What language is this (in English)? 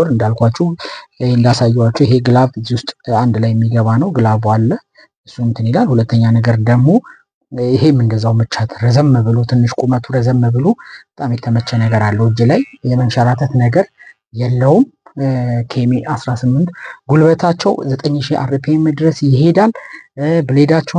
Amharic